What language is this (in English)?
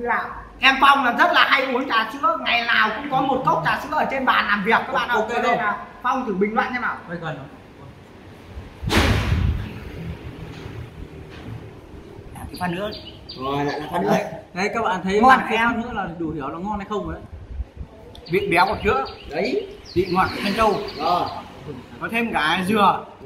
Vietnamese